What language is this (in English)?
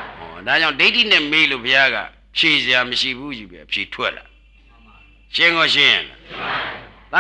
Burmese